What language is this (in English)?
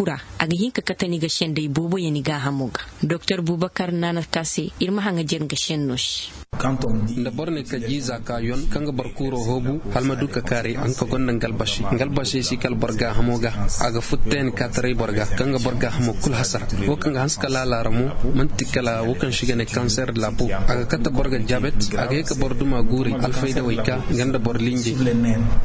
Zarma